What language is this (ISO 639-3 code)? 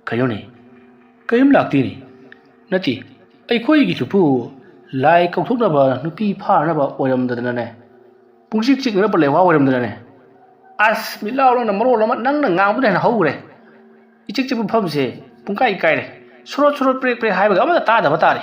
mni